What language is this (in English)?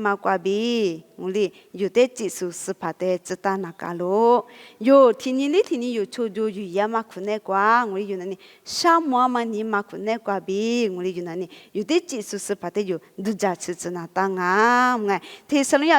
Lisu